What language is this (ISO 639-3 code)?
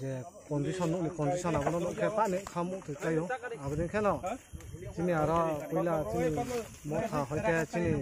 trp